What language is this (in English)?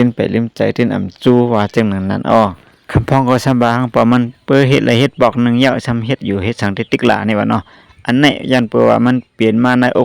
Shan